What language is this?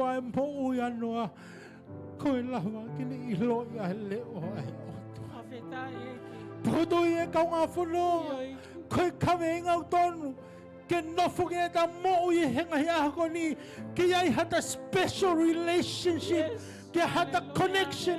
Tongan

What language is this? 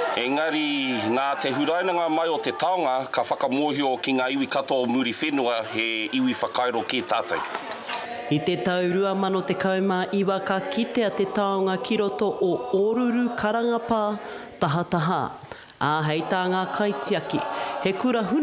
Māori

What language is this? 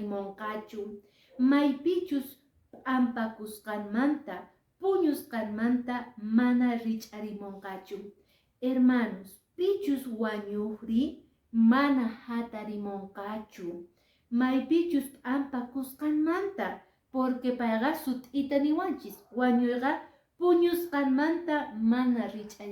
Quechua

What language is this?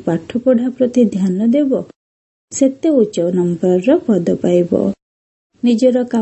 Odia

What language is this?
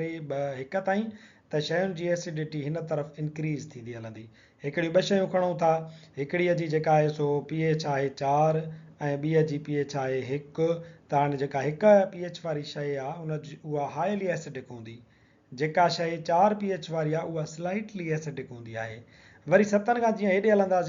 Sindhi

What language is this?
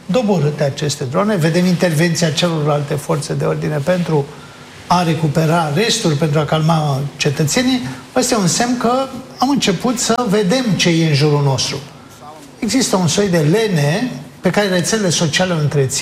Romanian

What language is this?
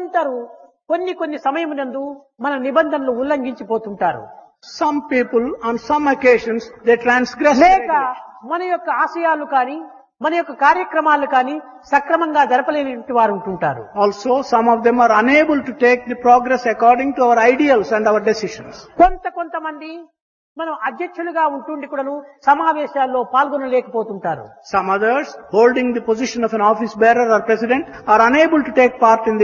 Telugu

